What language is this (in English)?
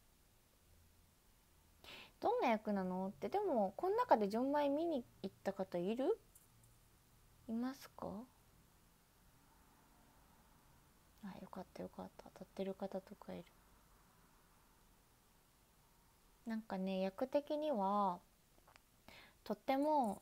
Japanese